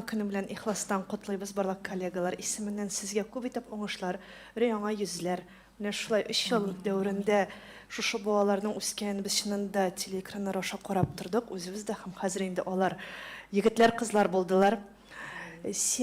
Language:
Tatar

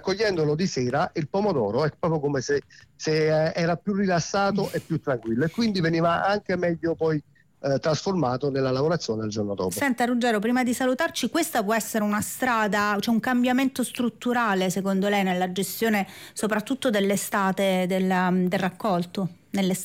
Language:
Italian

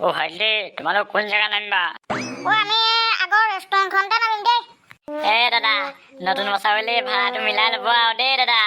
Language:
Assamese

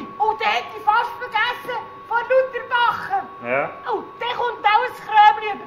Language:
Swiss German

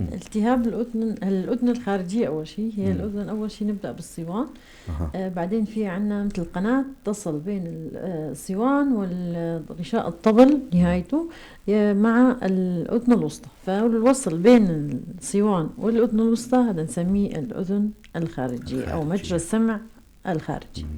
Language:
North Levantine Arabic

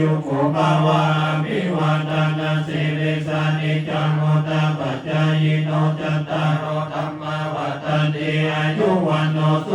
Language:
Pali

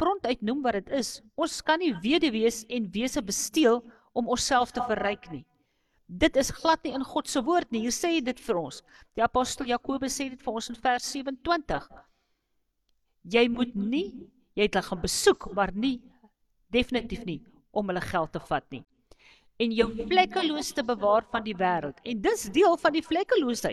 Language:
Afrikaans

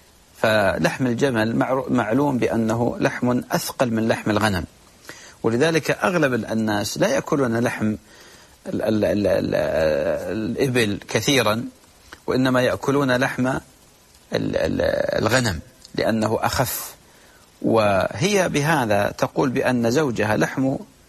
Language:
Arabic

